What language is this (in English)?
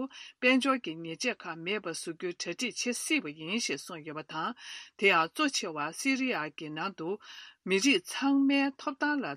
Tibetan